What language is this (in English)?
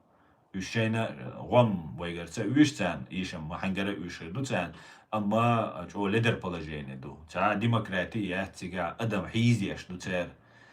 Chechen